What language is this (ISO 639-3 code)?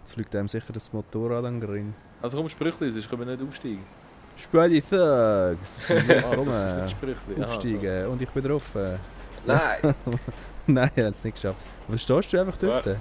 gsw